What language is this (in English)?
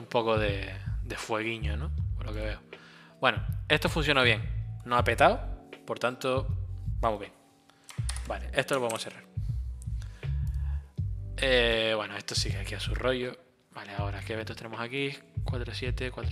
Spanish